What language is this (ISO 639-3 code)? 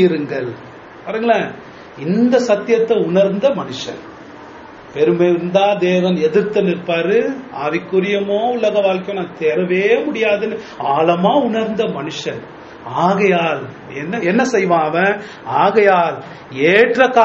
tam